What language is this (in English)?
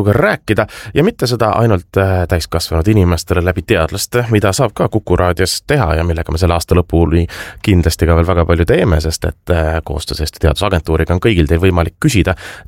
Estonian